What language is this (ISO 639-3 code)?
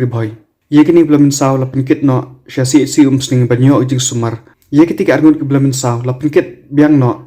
kha